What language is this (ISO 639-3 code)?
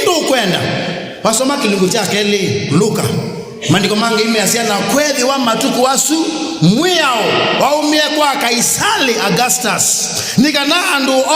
kam